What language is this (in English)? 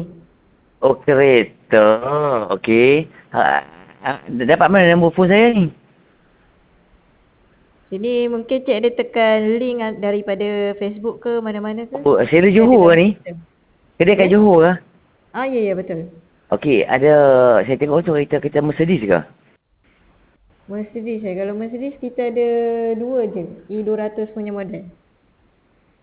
Malay